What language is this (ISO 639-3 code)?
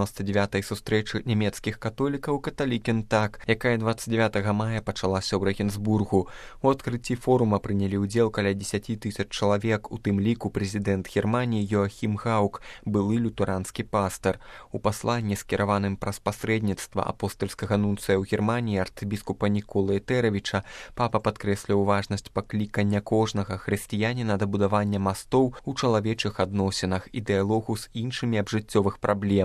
bel